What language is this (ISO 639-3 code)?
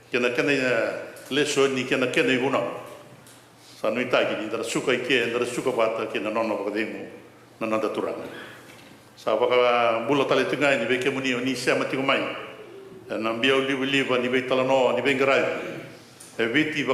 fij